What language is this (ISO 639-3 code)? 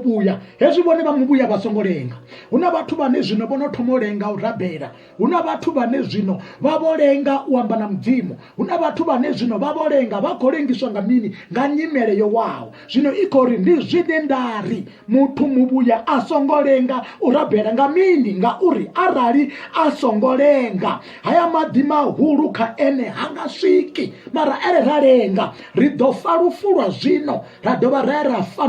ven